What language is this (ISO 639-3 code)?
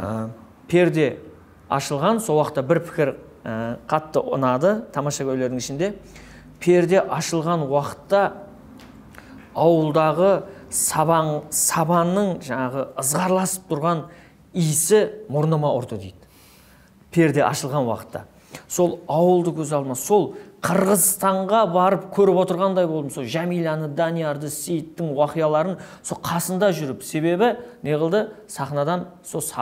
kaa